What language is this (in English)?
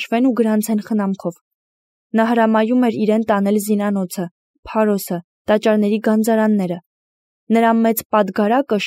Armenian